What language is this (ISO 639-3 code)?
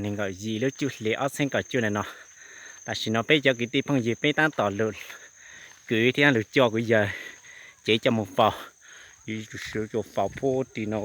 hmn